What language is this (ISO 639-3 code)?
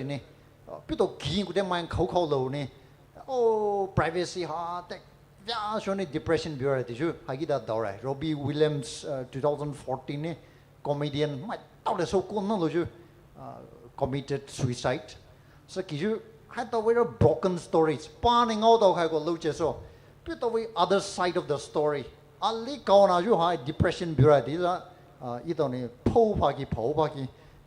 pmx